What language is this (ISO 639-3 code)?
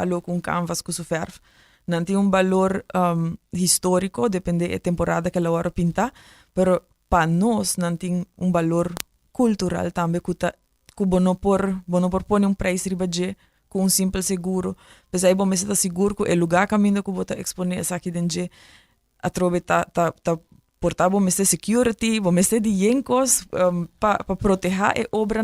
pap